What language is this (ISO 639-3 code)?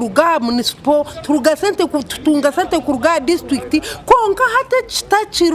nyn